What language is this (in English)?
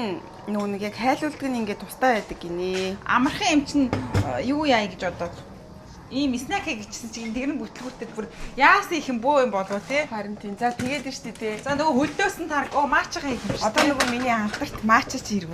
Mongolian